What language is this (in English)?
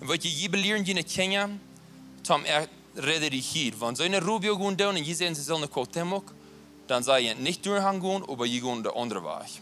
Plautdietsch